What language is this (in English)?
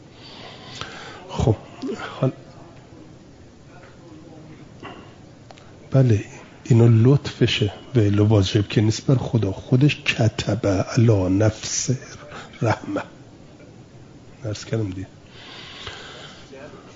Persian